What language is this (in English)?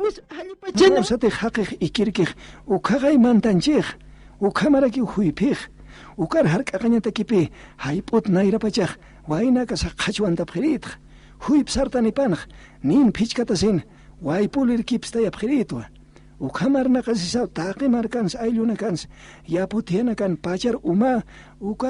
Aymara